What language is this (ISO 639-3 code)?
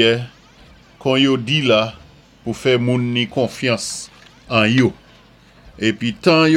acf